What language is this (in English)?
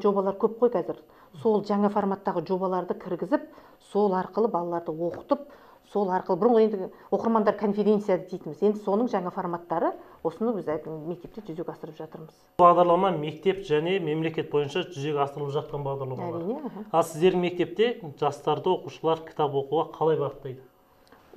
Kazakh